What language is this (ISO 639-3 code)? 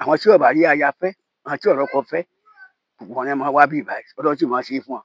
yor